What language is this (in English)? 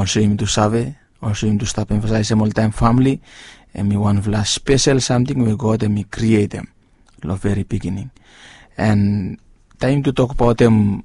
Bislama